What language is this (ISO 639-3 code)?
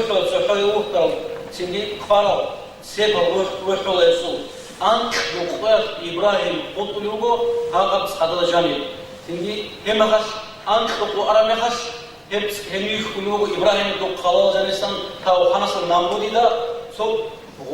ava